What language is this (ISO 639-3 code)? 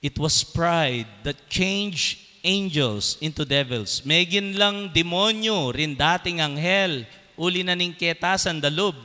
pam